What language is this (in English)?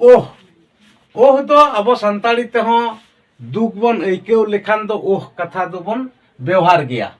Santali